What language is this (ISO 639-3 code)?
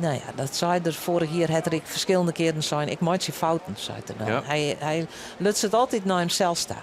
fry